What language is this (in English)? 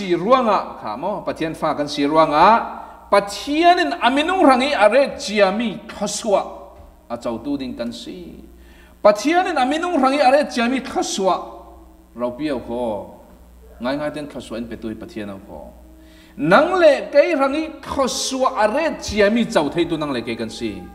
Falam Chin